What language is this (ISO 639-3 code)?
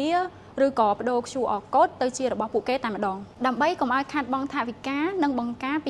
khm